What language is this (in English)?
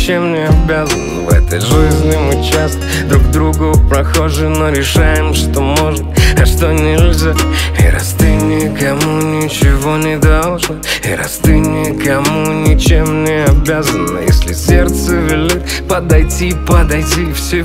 Russian